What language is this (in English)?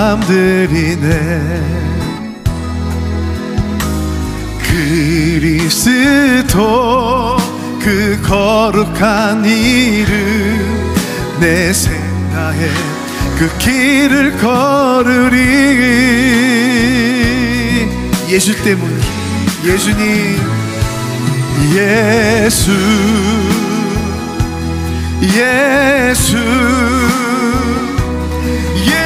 Korean